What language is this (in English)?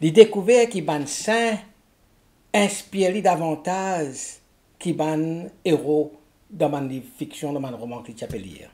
Morisyen